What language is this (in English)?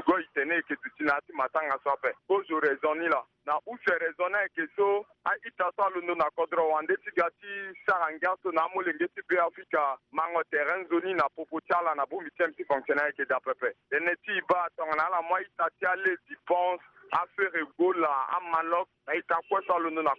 Sango